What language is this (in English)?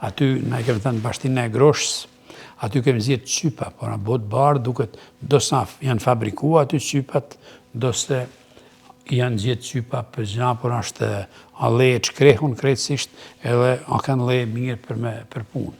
Albanian